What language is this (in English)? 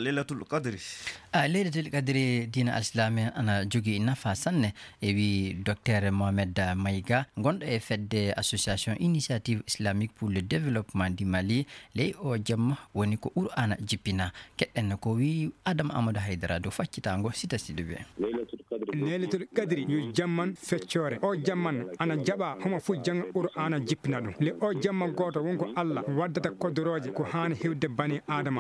Fula